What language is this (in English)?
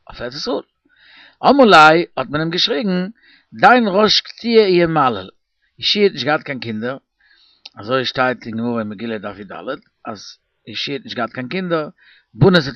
Yiddish